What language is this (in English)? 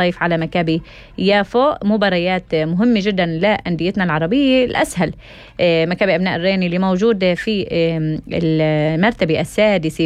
North Levantine Arabic